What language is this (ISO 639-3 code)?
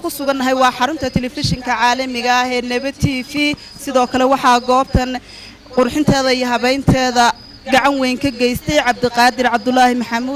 som